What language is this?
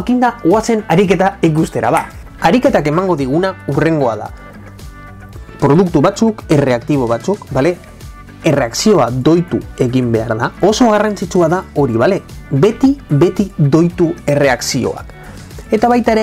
Basque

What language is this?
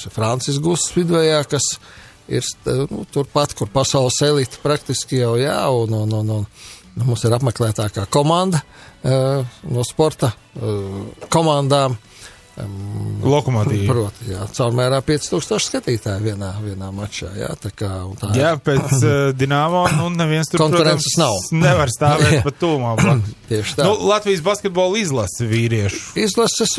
Latvian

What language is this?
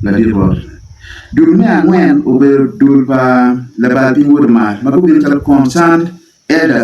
Acoli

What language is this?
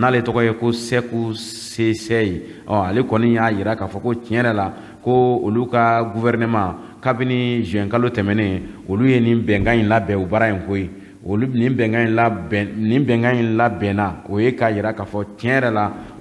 Bambara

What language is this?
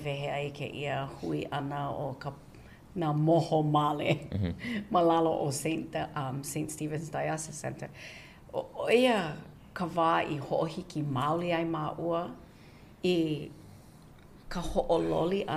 Hawaiian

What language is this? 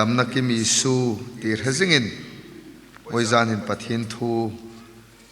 Hmar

